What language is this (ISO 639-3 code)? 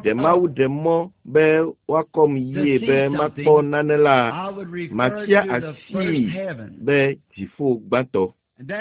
ewe